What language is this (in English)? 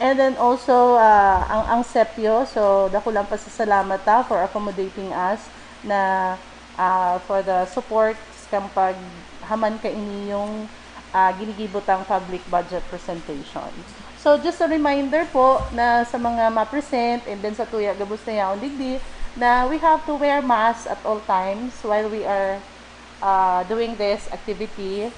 Bikol